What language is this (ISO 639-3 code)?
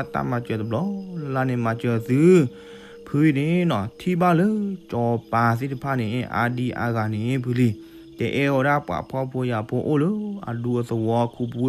ksw